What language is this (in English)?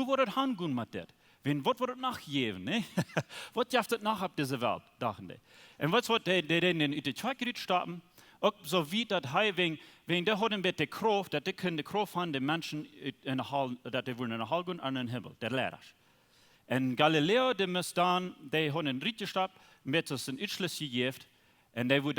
Plautdietsch